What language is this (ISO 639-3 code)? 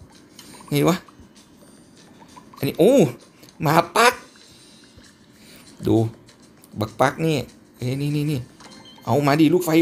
tha